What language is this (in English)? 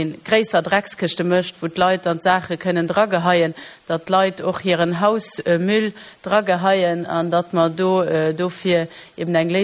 Luxembourgish